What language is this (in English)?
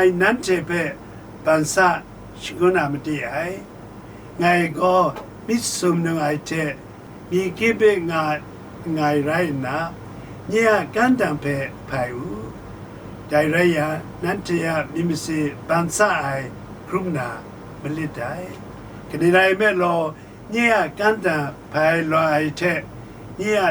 Kachin